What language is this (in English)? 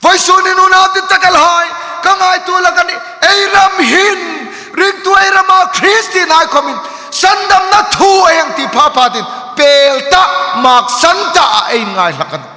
Hmar